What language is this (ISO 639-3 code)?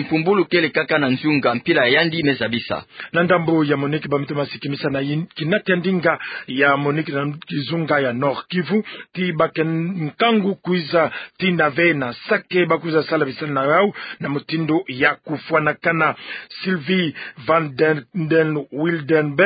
ktu